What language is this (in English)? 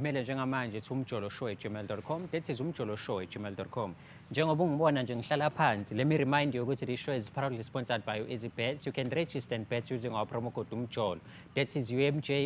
Zulu